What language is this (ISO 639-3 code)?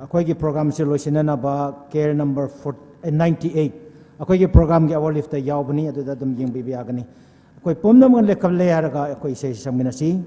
nmf